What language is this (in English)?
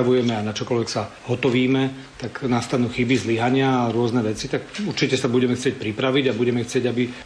Slovak